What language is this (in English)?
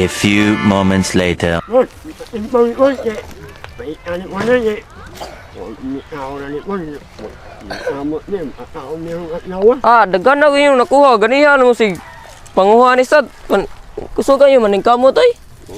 Cebuano